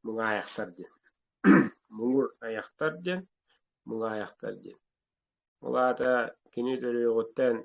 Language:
Yakut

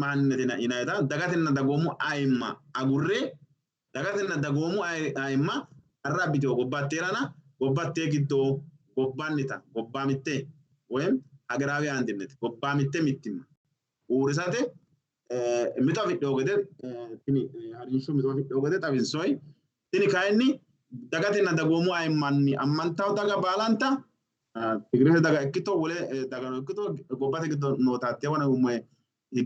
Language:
Sidamo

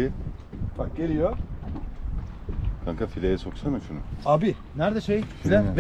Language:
Turkish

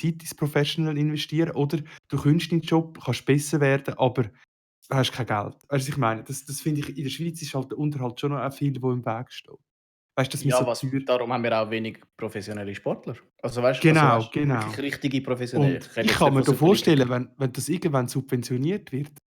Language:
Swiss German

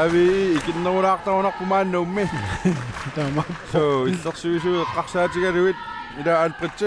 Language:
Kalaallisut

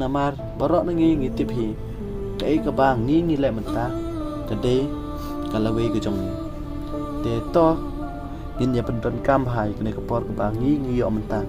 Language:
Khasi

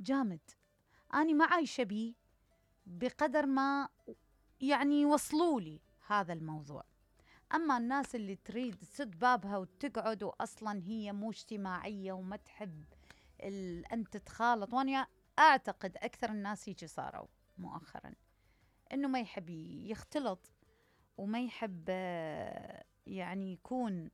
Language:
Mesopotamian Arabic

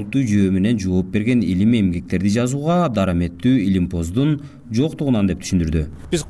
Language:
Kyrgyz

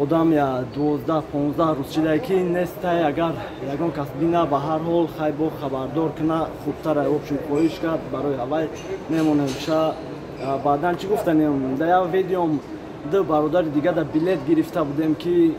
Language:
Tajik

